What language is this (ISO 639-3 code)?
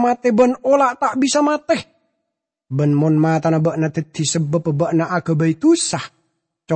mad